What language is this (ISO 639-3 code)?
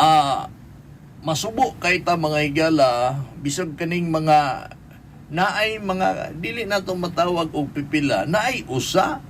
ceb